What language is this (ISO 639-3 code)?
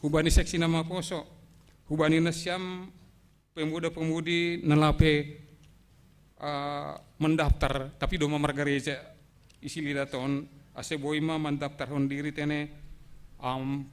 bts